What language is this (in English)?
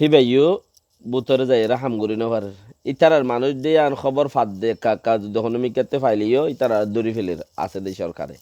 Rohingya